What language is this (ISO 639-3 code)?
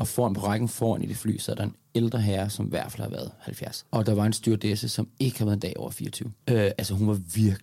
dan